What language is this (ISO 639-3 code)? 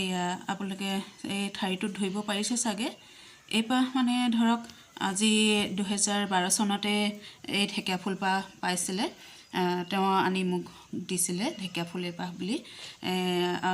asm